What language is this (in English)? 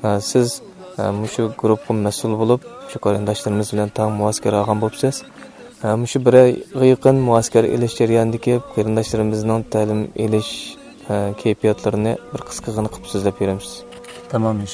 Uyghur